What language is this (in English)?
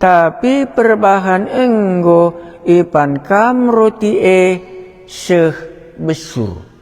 Batak Karo